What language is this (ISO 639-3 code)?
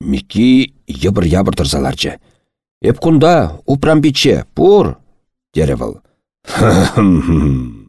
chv